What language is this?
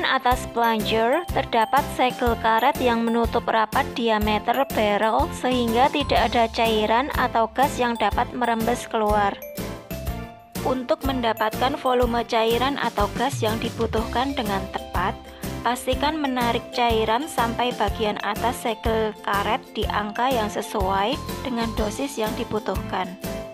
Indonesian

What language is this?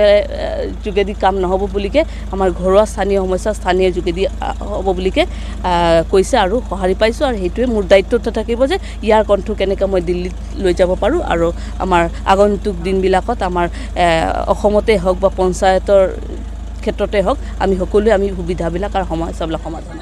Assamese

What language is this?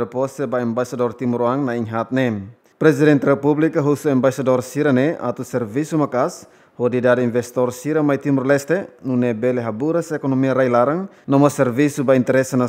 Tetum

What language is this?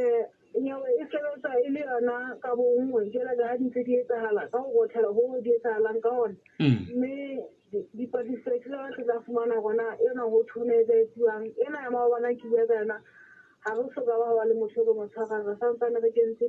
Southern Sotho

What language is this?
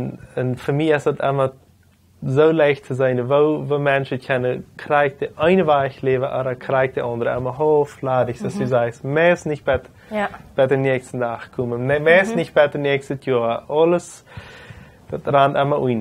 Plautdietsch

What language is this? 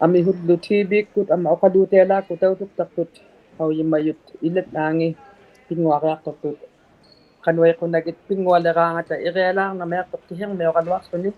Inuktitut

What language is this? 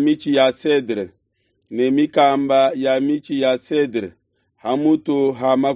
Luba-Lulua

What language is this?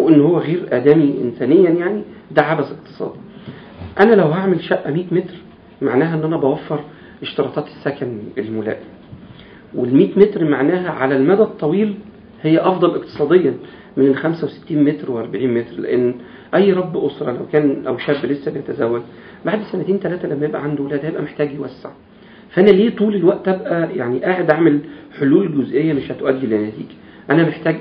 Egyptian Arabic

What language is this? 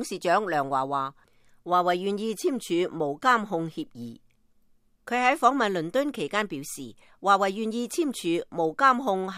Cantonese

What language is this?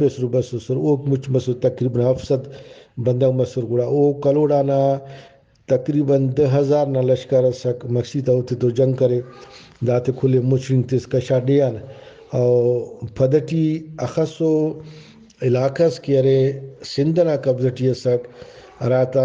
Brahui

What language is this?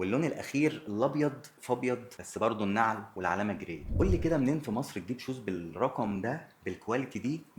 Egyptian Arabic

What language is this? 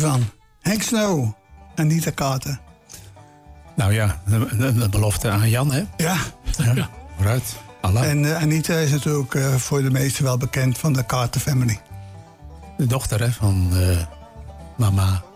Dutch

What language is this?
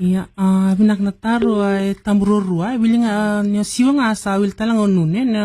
Fijian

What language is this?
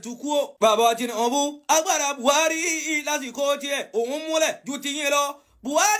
Yoruba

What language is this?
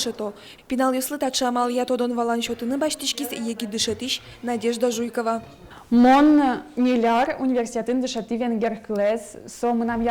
Udmurt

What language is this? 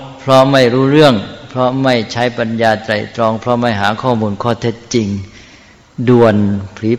Thai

